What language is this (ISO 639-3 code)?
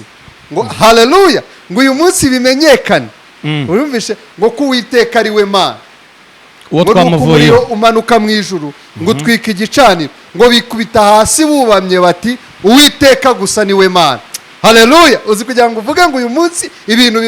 kin